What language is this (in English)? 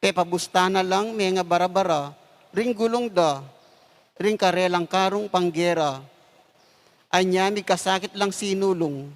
Pampanga